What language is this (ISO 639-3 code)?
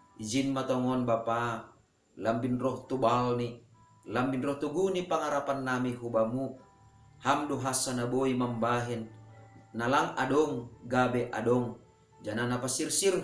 bts